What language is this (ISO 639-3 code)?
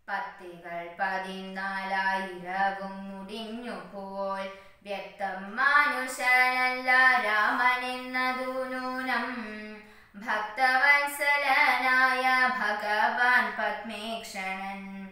mal